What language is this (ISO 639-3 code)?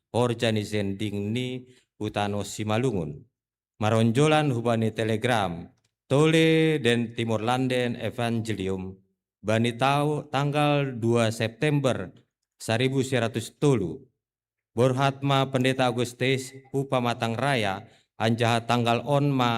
bts